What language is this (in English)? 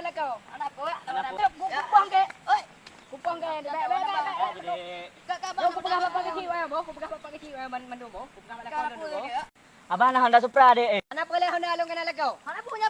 Achinese